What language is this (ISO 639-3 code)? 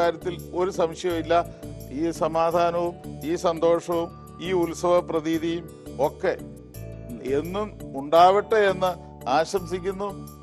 mal